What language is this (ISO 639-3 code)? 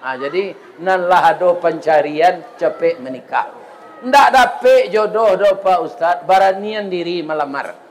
min